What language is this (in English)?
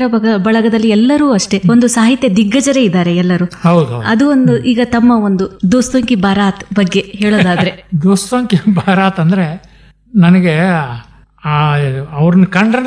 Kannada